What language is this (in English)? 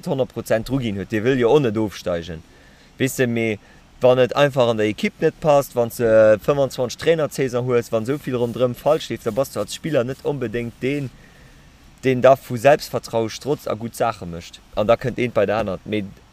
Luxembourgish